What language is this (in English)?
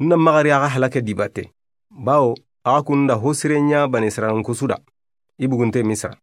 Soninke